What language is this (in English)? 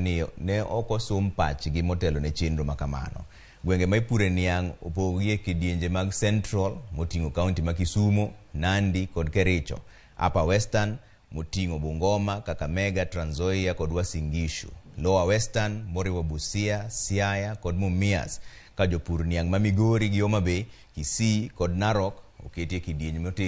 Luo (Kenya and Tanzania)